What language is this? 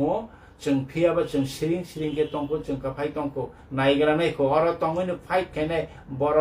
Kok Borok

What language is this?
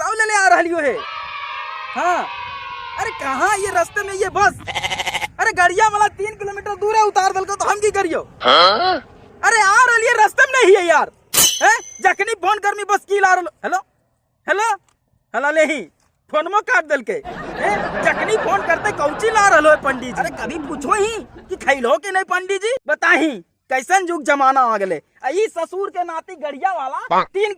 Magahi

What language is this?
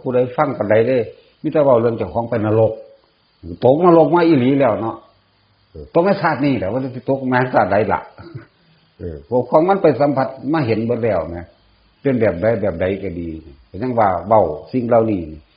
Northeastern Thai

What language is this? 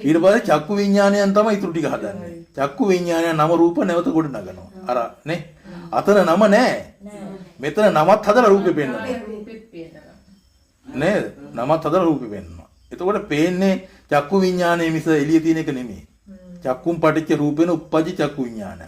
Sinhala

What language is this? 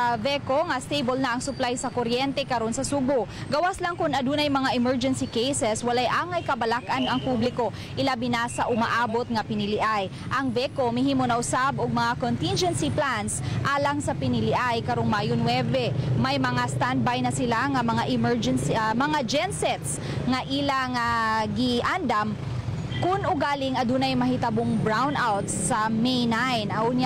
Cebuano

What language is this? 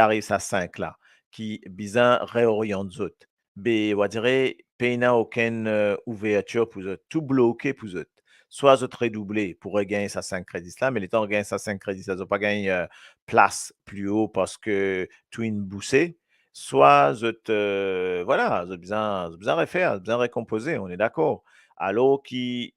Morisyen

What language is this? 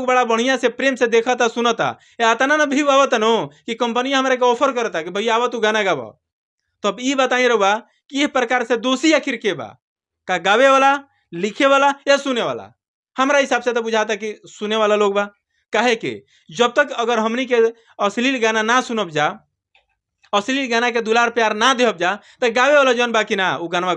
Bhojpuri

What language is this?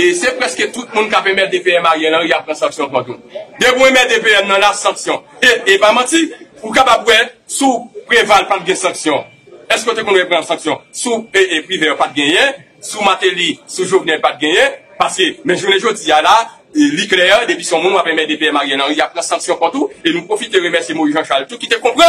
Haitian Creole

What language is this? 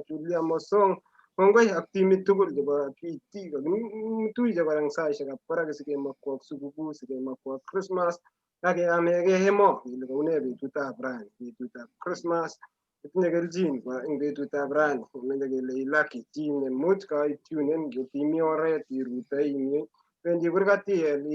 Kalenjin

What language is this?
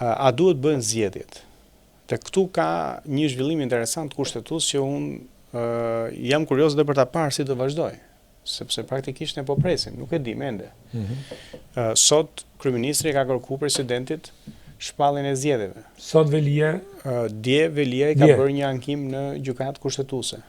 Albanian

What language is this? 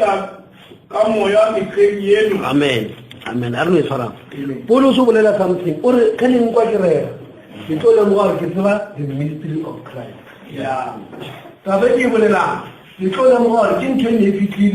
Northern Sotho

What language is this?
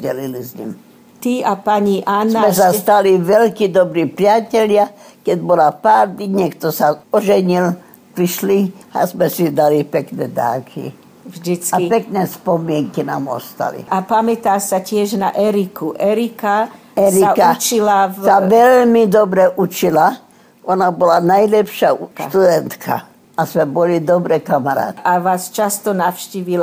Slovak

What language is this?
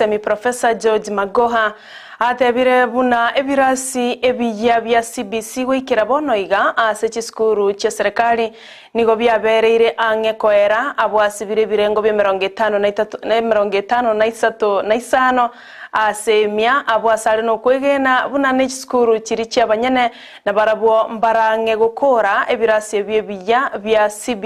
Gusii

